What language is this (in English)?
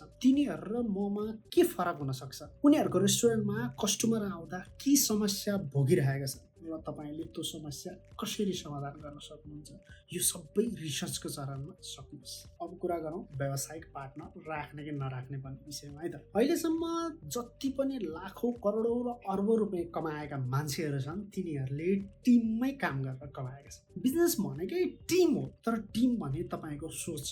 Nepali